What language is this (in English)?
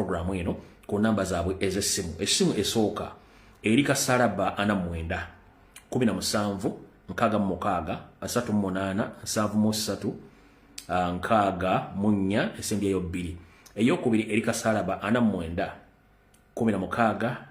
Ganda